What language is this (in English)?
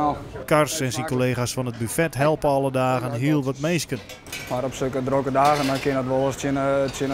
Western Frisian